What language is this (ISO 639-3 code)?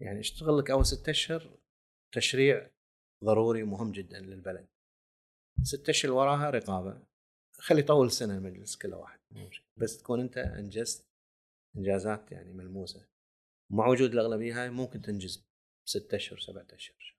afb